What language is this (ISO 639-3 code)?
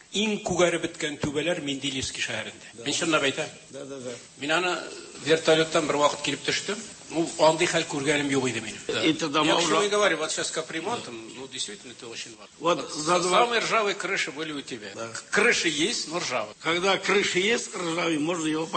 tat